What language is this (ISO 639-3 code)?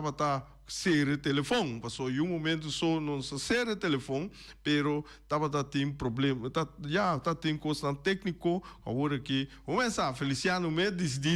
pap